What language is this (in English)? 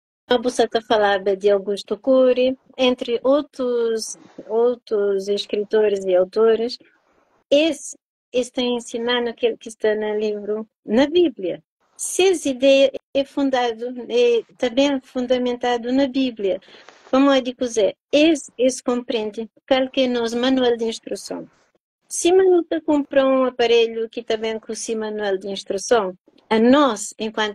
Kabuverdianu